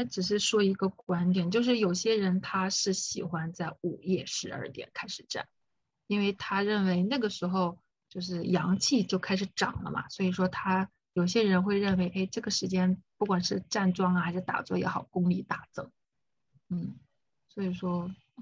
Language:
Chinese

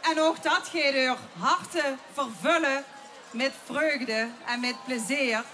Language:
Limburgish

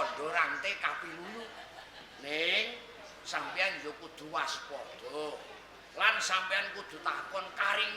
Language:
Javanese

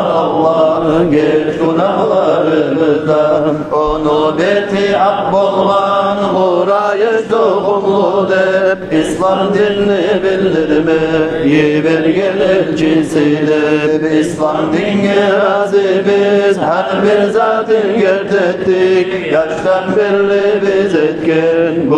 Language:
Kumyk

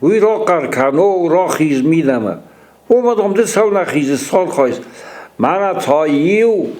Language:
Ossetic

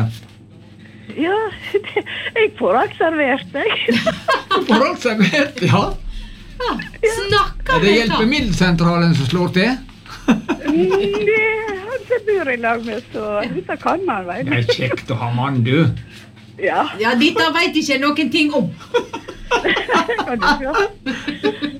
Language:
Norwegian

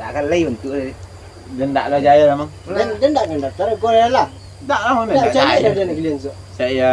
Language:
Minangkabau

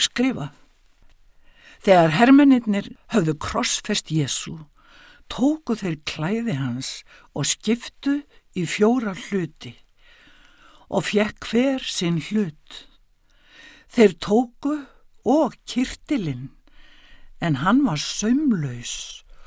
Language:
Icelandic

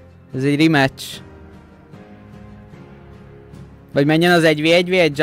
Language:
Hungarian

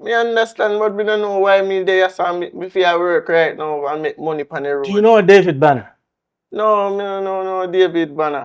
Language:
Jamaican Creole English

